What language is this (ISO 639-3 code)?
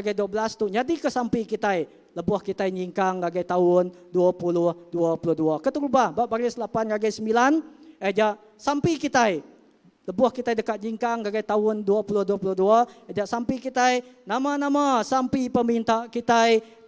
iba